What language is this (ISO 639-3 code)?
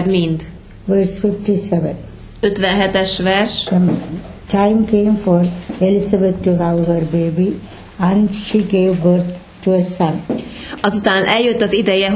hun